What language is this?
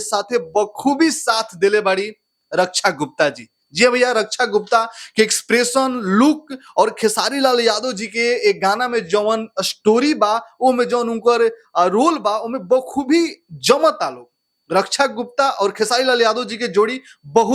Bhojpuri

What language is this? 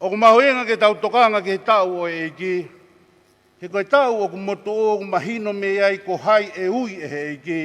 Tongan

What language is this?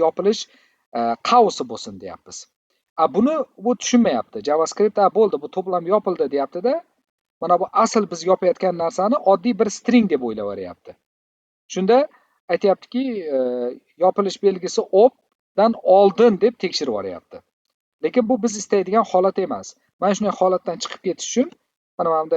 Uzbek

